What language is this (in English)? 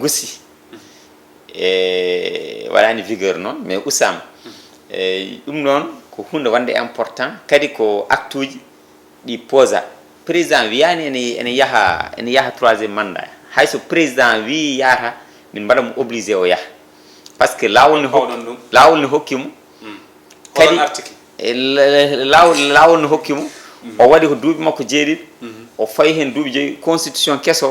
Fula